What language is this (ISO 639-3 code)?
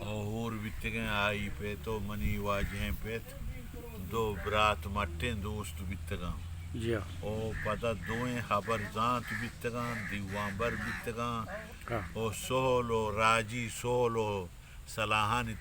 bgp